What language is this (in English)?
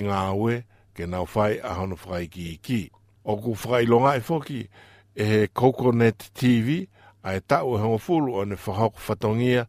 Tongan